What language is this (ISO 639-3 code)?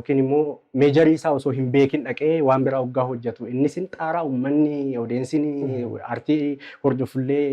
orm